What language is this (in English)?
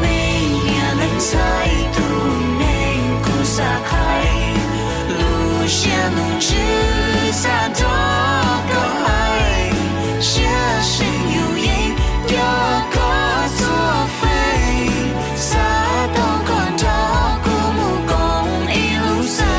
Hmong